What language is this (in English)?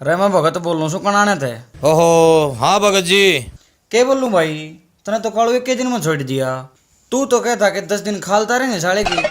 Haryanvi